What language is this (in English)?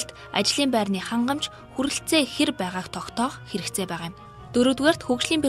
Mongolian